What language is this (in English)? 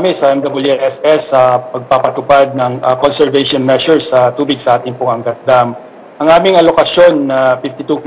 Filipino